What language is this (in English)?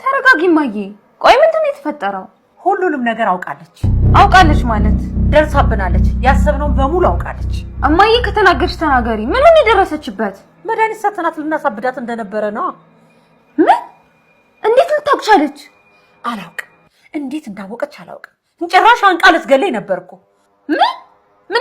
Amharic